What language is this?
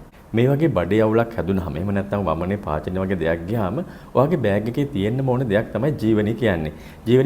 Sinhala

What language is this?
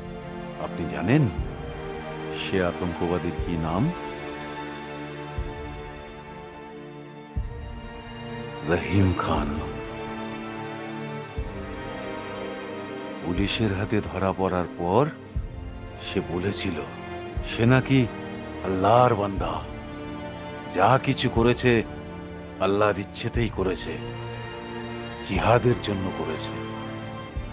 Bangla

